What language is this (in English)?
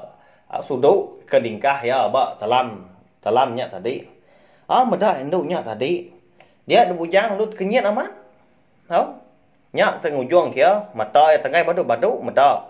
Iban